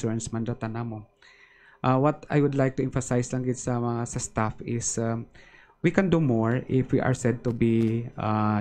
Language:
Hiligaynon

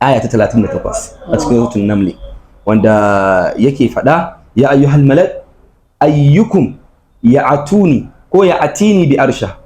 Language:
Hausa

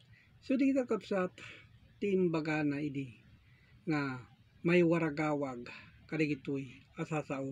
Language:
Iloko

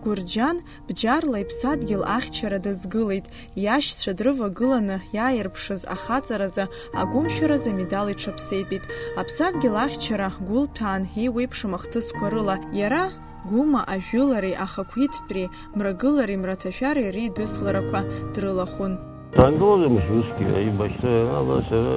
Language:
Abkhazian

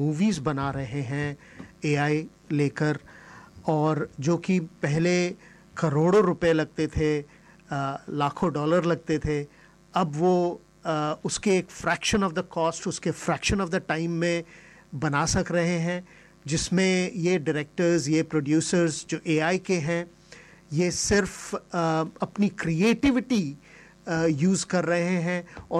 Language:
Hindi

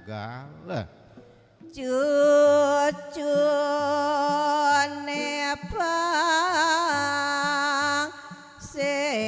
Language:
Balinese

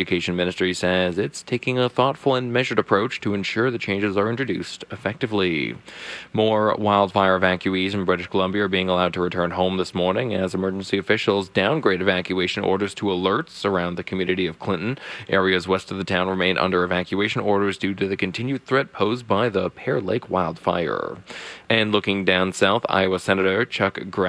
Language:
English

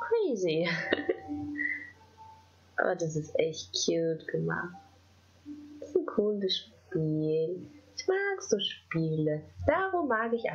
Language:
German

